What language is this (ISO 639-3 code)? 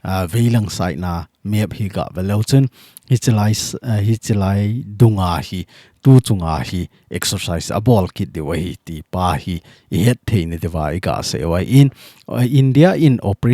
tcz